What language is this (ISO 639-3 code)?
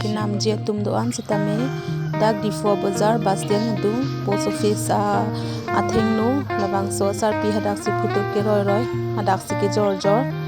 mjw